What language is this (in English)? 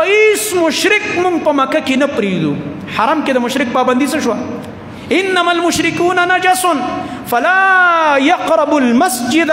Pashto